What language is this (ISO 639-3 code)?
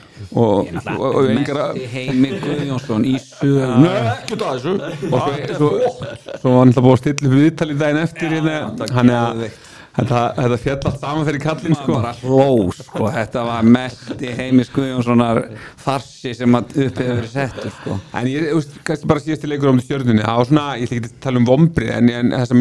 isl